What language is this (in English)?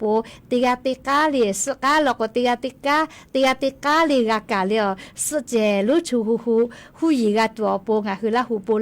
Lahu